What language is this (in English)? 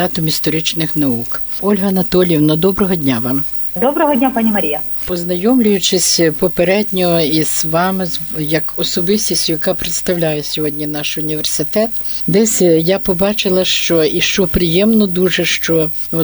Ukrainian